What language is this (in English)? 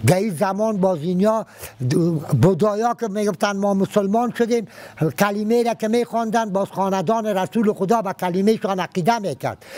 Persian